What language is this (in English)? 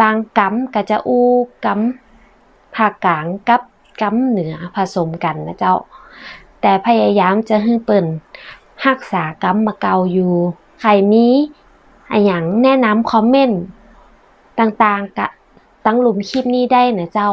Northern Thai